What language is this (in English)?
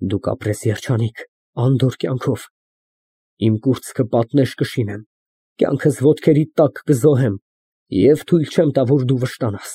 Armenian